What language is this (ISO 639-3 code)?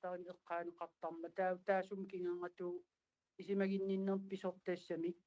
kal